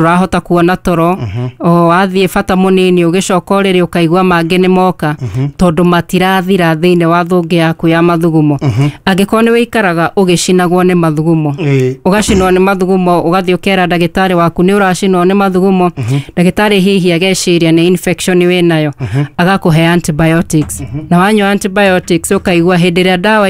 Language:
Kikuyu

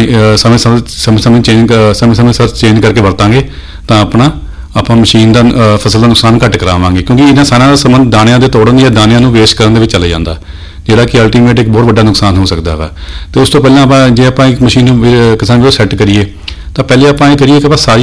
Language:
Punjabi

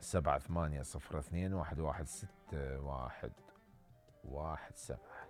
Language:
Mesopotamian Arabic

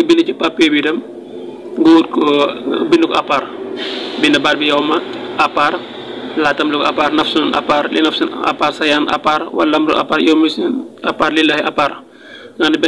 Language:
Wolof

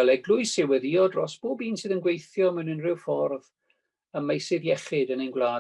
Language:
Welsh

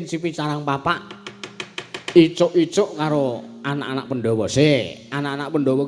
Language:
Javanese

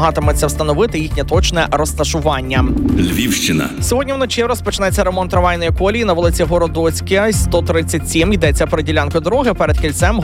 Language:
Ukrainian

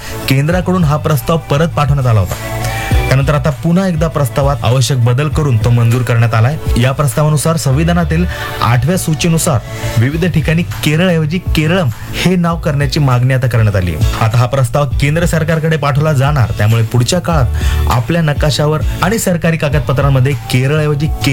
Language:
Marathi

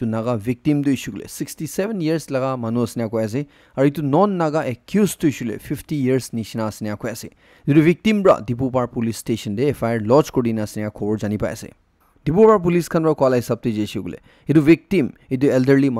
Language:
Naga Pidgin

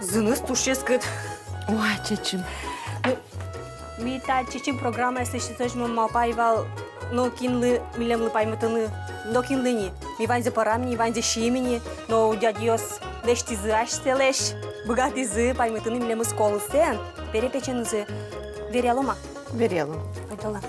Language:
Udmurt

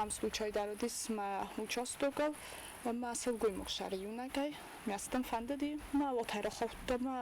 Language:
Ossetic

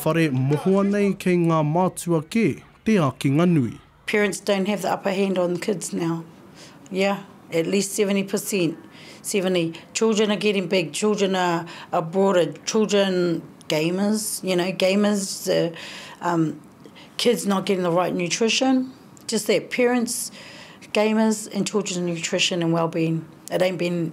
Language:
Māori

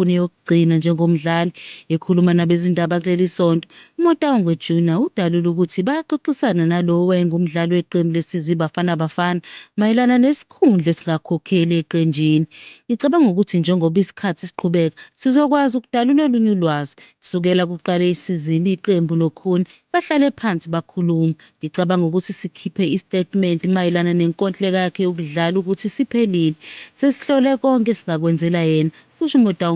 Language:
Zulu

